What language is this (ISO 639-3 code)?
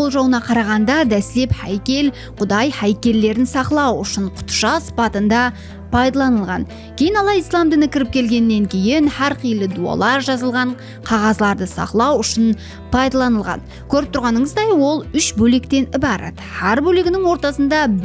kaa